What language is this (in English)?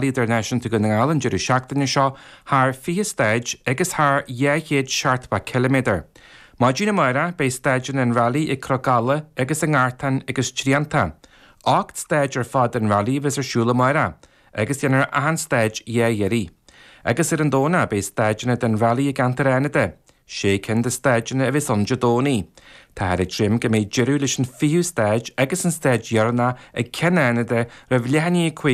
Irish